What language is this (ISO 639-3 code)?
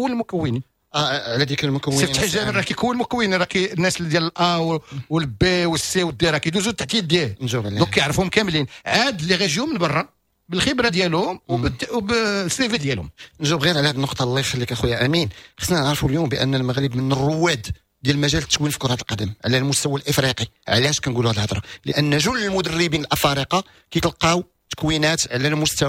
ary